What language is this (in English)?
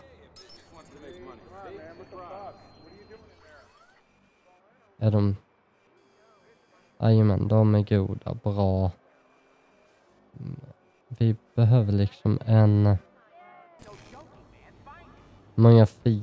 Swedish